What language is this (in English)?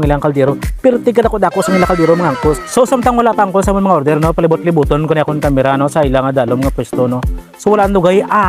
Hiligaynon